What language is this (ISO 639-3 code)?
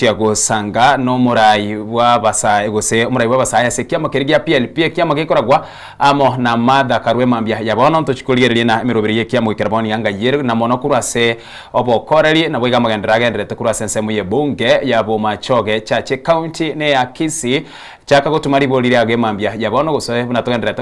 guz